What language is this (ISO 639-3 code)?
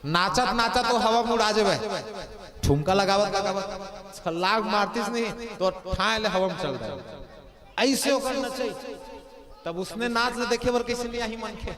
hne